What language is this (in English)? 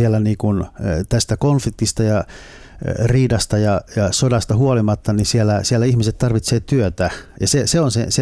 Finnish